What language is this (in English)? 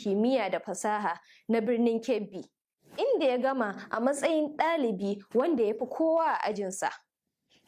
Hausa